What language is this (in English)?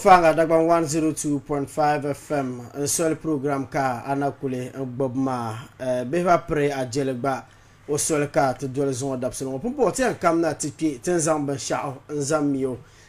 Dagbani